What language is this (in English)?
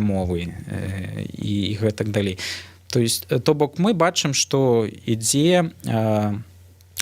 Belarusian